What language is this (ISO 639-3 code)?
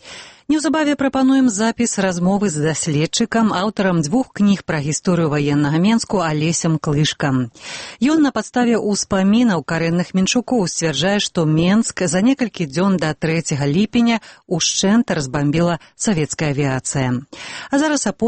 bel